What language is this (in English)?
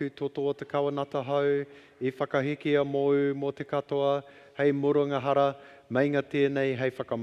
Māori